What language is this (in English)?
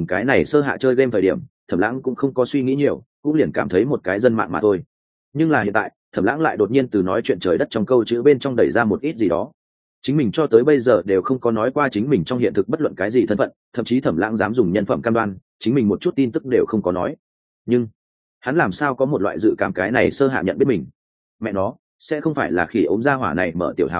Vietnamese